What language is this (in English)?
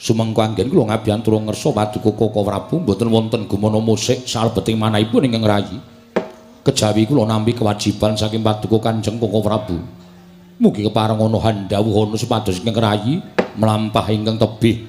Javanese